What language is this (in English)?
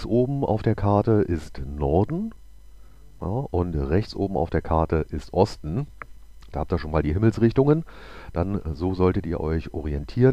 German